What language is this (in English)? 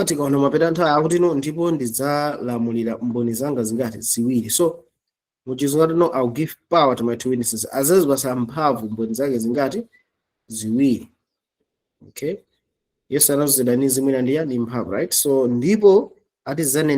Nyanja